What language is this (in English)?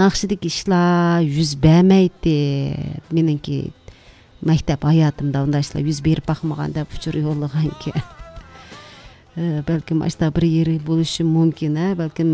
Uyghur